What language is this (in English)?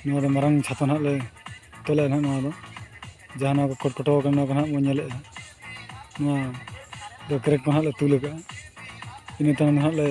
Santali